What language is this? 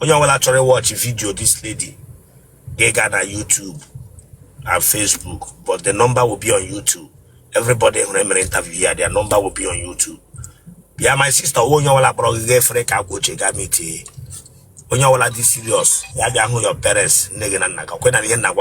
Igbo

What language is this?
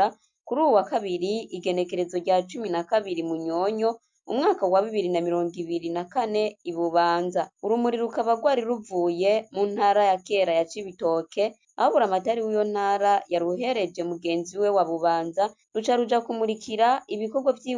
Rundi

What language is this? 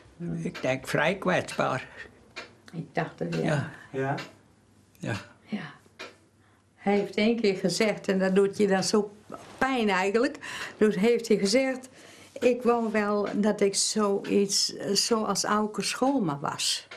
Dutch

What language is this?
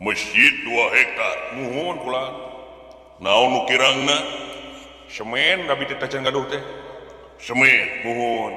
Sundanese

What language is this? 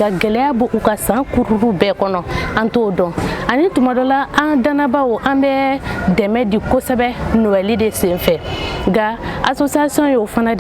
Bambara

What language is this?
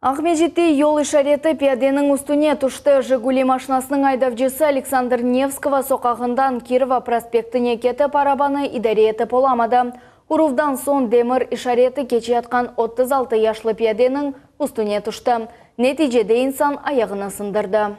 Crimean Tatar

